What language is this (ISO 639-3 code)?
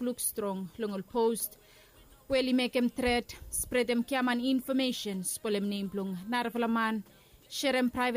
bis